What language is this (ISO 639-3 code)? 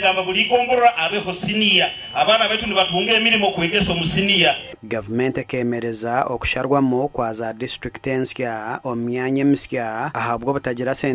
nyn